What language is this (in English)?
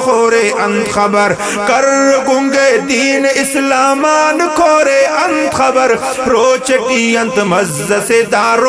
Brahui